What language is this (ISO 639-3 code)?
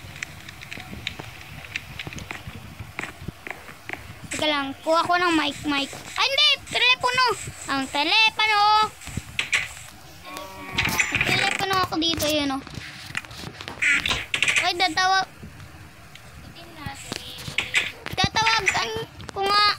fil